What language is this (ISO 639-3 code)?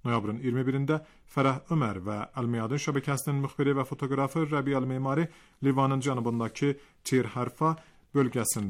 aze